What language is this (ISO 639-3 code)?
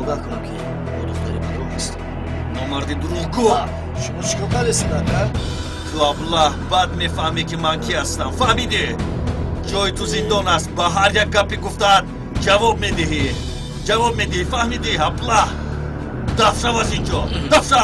tgk